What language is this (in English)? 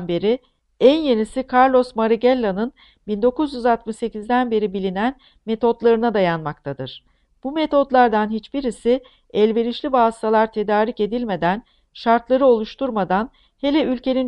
Turkish